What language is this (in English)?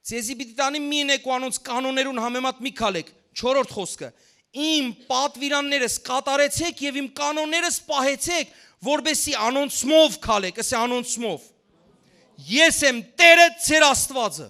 Western Armenian